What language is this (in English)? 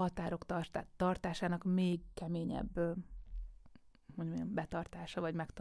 Hungarian